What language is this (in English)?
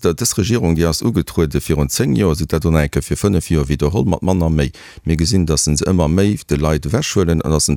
Luxembourgish